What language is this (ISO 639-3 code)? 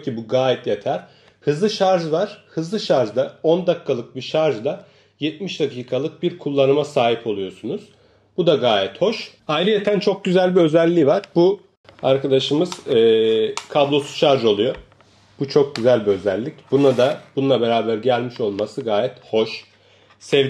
tur